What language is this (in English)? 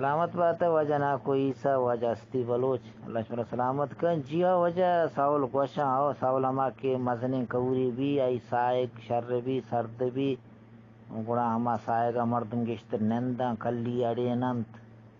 Eastern Balochi